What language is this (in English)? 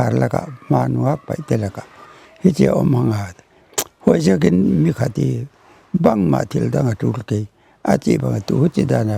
Paite Chin